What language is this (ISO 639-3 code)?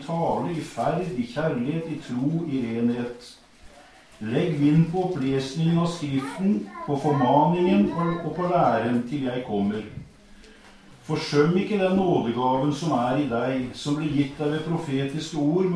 nor